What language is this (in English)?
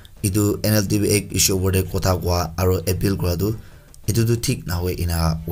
Naga Pidgin